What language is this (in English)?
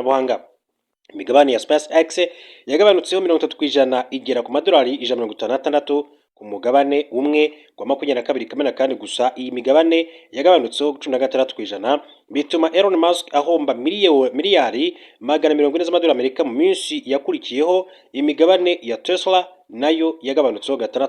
Kinyarwanda